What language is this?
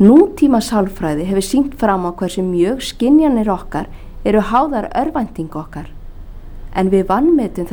Icelandic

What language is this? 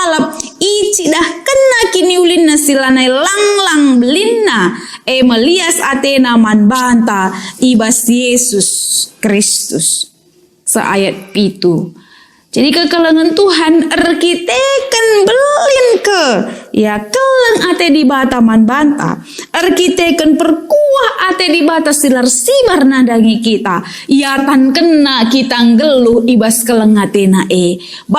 Batak Karo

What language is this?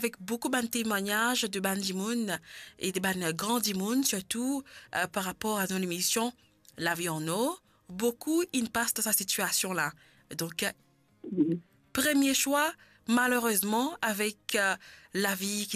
Morisyen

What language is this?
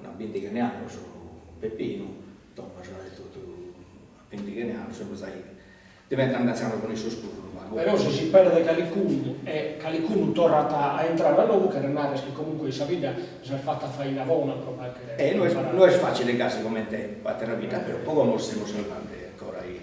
Sardinian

